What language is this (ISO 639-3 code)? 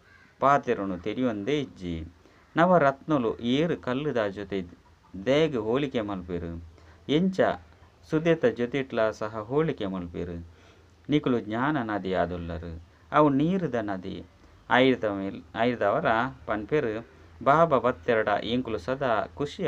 tcy